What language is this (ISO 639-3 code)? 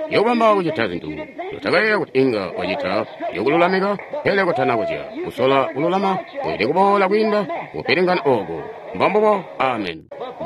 toi